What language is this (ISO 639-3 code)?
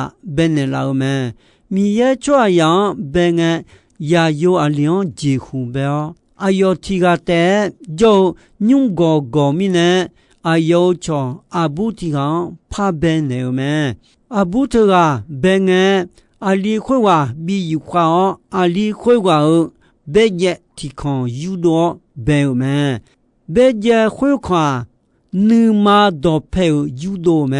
ahk